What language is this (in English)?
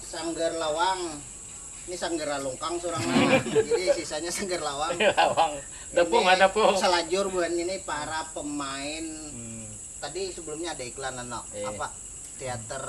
Banjar